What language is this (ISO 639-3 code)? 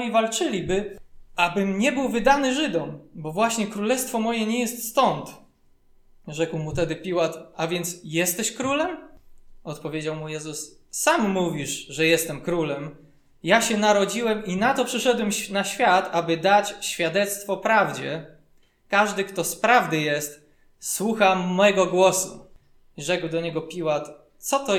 pol